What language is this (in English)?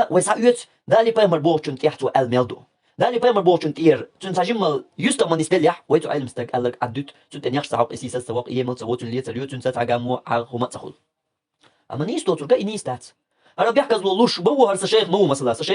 Chechen